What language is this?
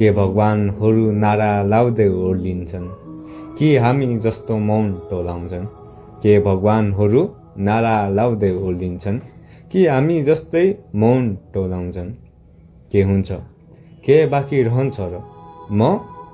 Nepali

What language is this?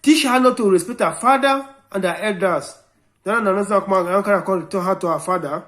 Nigerian Pidgin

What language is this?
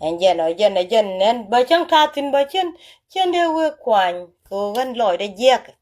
Nuer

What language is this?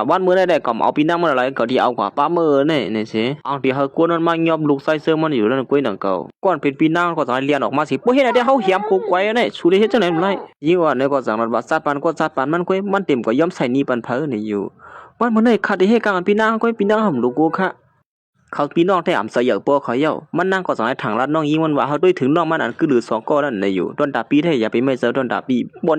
Shan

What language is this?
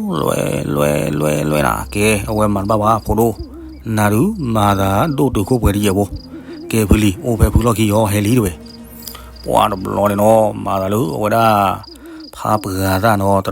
S'gaw Karen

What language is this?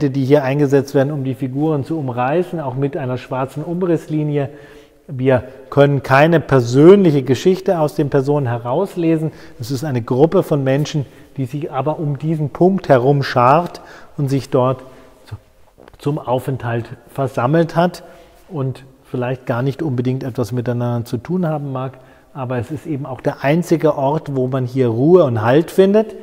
German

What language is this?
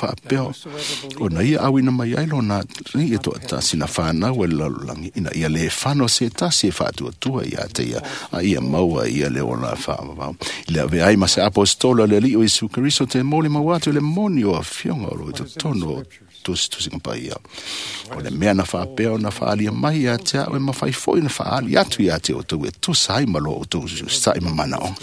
Samoan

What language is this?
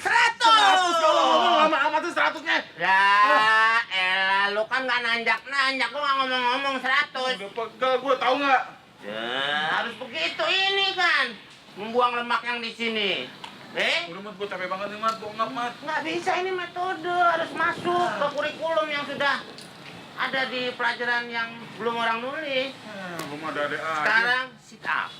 Betawi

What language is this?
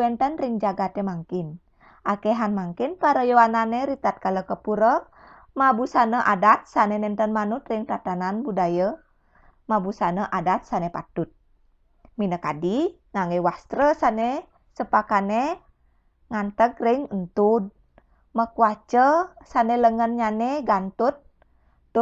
Balinese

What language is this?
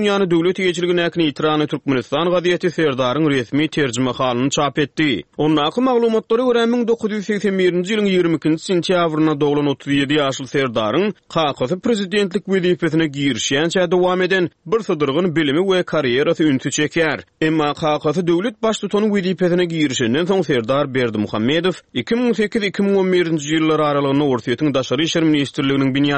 Turkmen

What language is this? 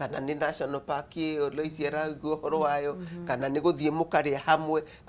Kikuyu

